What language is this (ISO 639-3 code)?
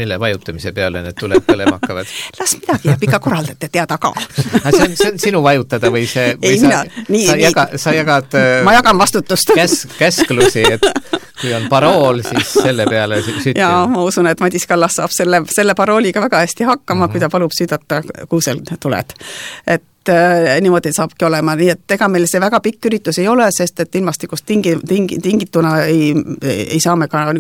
est